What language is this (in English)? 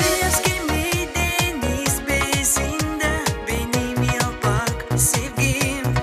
Gagauz